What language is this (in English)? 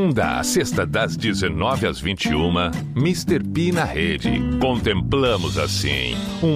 Portuguese